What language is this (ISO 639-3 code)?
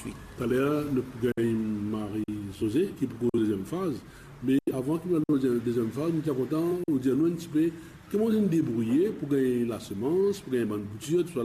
mfe